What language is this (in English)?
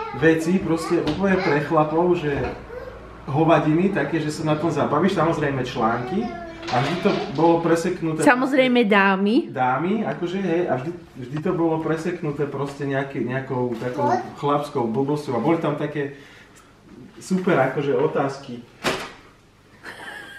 Slovak